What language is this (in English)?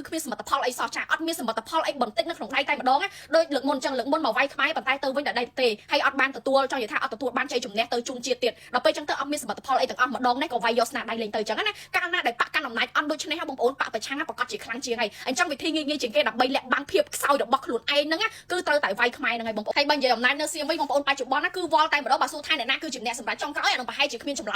Khmer